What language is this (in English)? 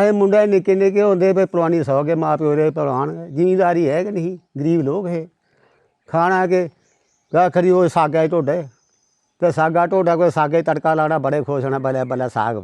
Dogri